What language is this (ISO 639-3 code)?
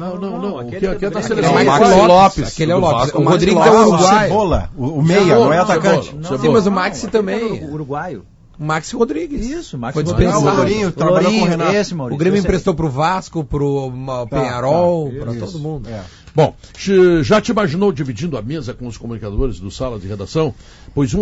por